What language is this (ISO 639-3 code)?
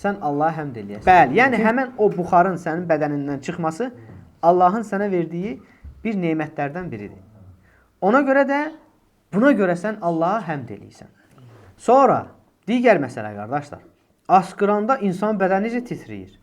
aze